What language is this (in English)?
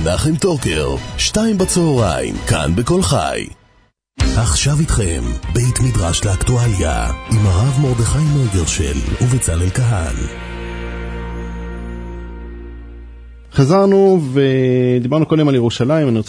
Hebrew